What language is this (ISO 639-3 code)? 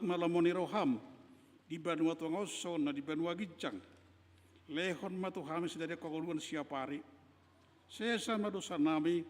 bbc